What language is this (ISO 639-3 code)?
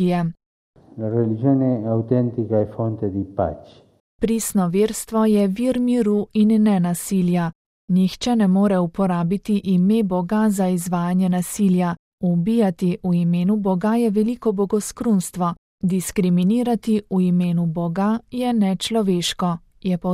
slv